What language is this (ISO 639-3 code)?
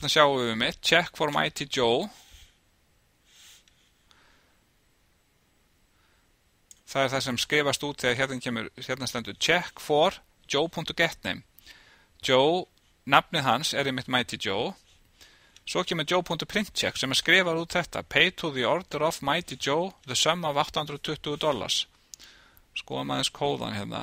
isl